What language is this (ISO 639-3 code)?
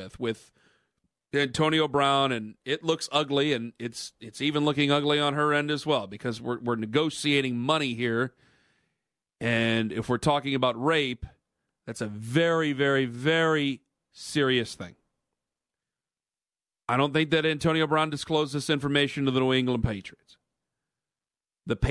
eng